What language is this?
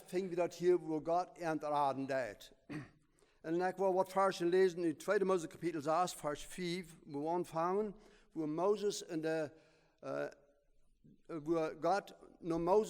Plautdietsch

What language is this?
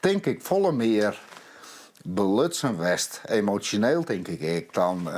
Western Frisian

